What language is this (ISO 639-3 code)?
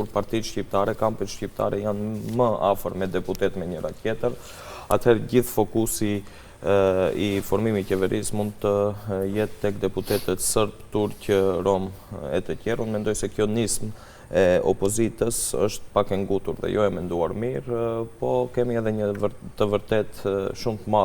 sqi